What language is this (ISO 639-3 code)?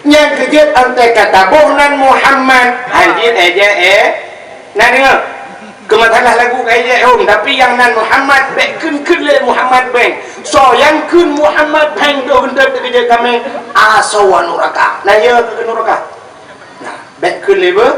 ace